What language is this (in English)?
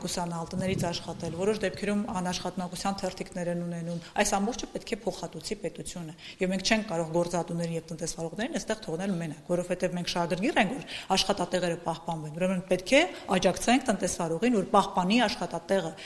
Armenian